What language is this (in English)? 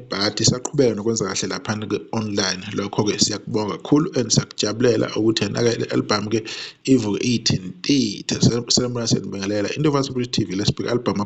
Zulu